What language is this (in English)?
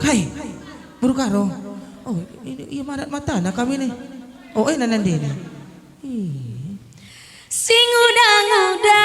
Batak Karo